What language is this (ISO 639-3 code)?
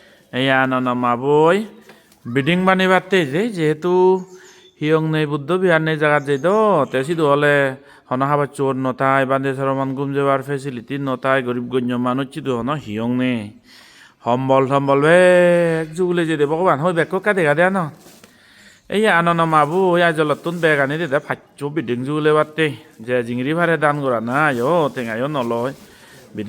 ccp